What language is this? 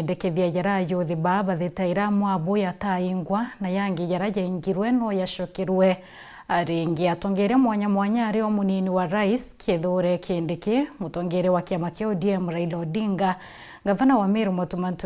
Meru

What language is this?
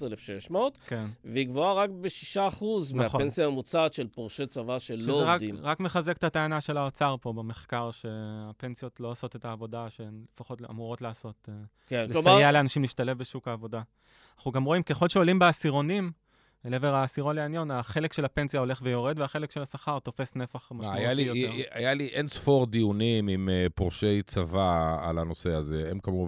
Hebrew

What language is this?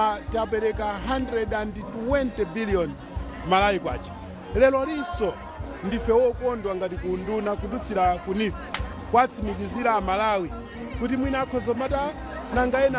Nyanja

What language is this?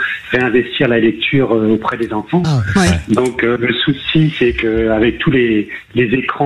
French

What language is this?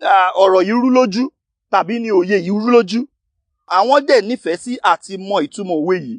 Yoruba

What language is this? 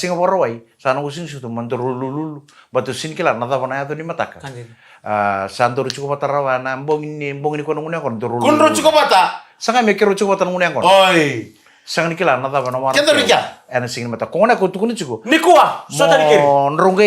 Fijian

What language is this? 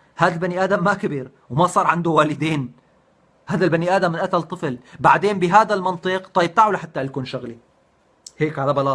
North Levantine Arabic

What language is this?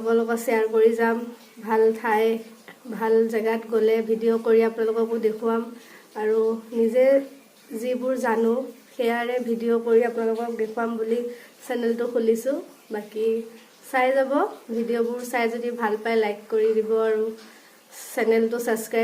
Assamese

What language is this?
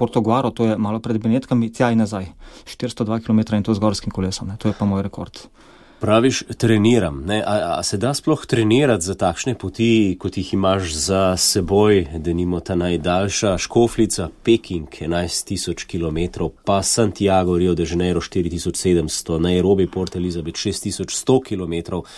Slovenian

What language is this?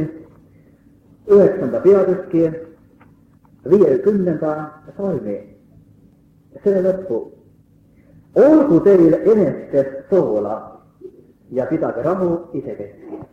Estonian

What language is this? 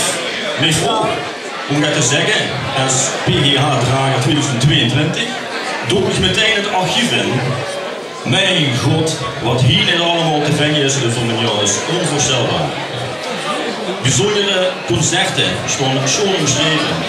Limburgish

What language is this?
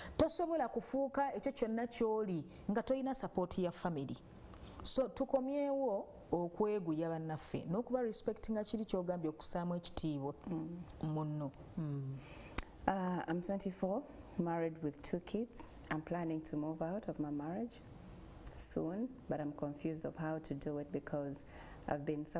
Ganda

